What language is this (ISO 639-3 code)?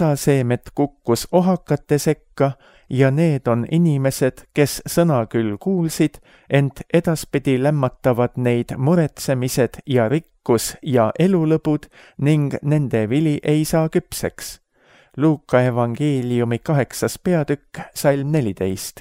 est